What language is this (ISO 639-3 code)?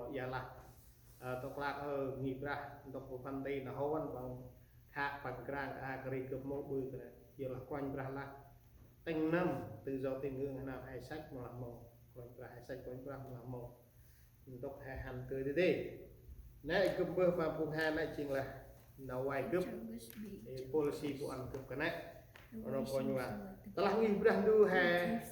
cmo